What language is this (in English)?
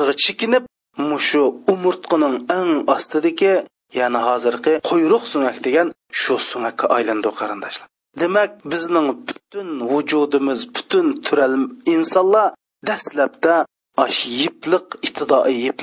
Uyghur